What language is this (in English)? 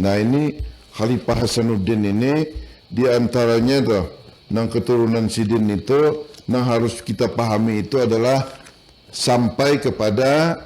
Banjar